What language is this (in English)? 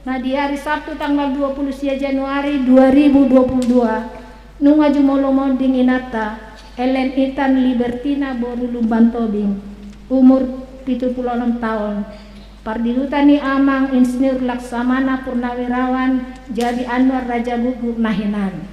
Batak Toba